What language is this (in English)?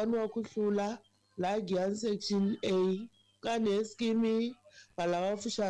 Tsonga